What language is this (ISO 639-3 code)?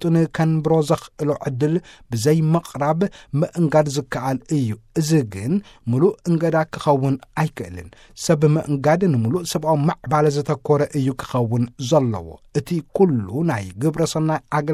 tir